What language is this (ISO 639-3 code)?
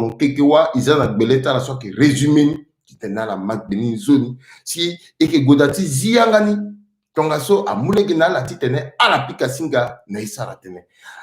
sag